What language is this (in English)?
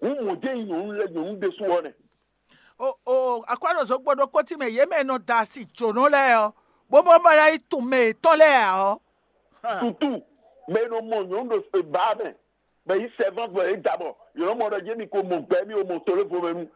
Fon